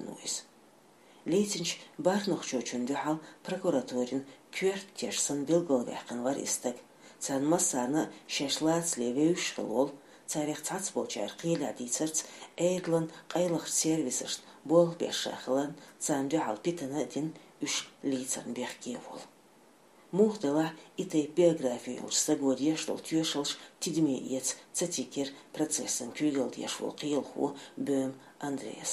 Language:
Chechen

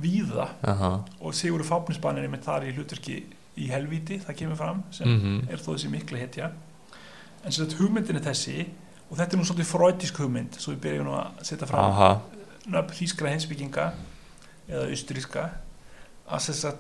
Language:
Icelandic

